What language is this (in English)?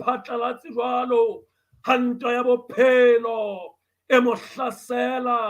Southern Sotho